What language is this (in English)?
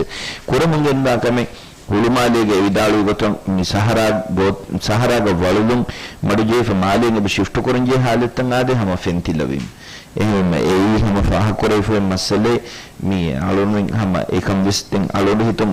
Divehi